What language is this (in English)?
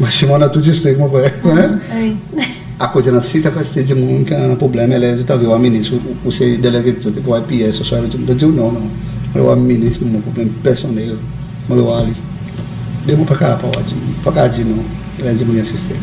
Seselwa Creole French